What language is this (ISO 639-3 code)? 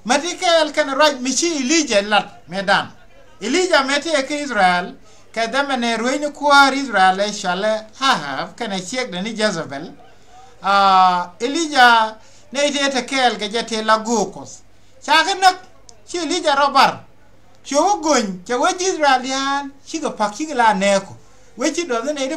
nus